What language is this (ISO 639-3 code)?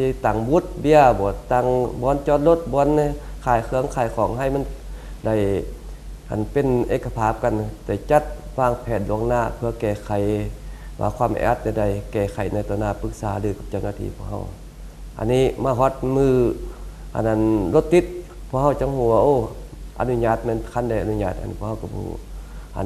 lao